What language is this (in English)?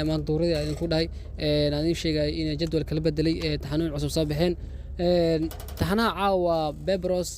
Somali